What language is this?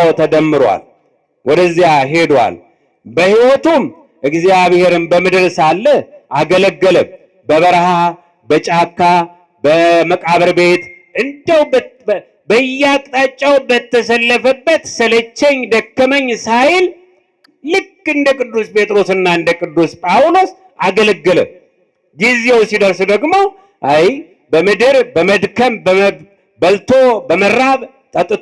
Amharic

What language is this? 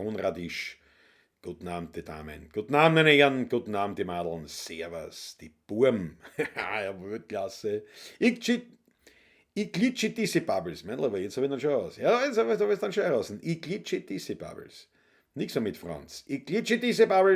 Bavarian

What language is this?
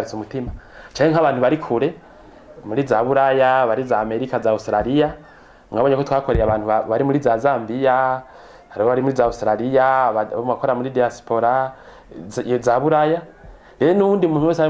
Rundi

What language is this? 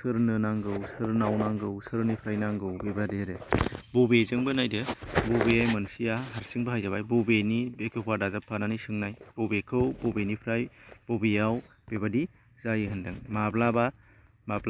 Bodo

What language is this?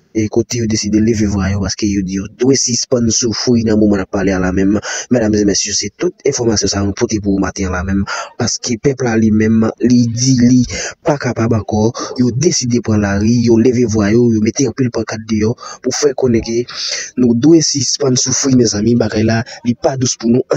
Haitian Creole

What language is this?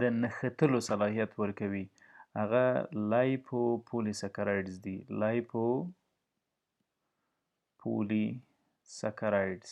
Pashto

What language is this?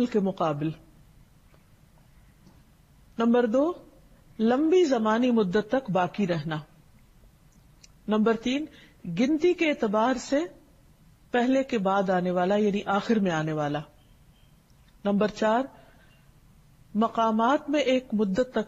Urdu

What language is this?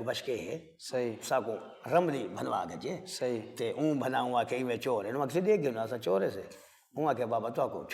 Saraiki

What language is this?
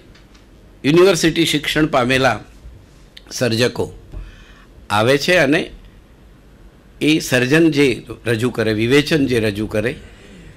Gujarati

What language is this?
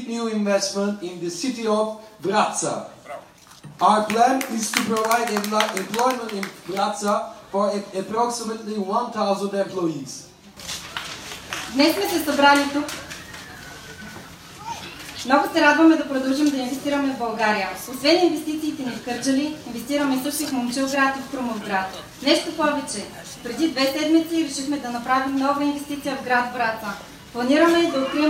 Bulgarian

